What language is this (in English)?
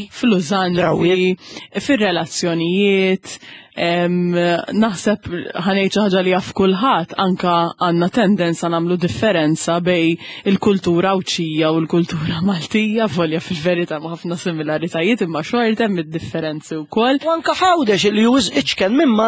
Maltese